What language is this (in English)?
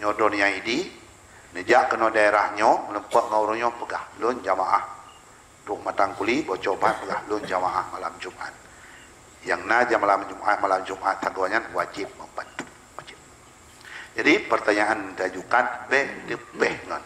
Achinese